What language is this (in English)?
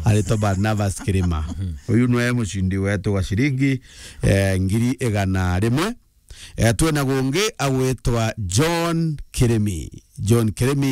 Meru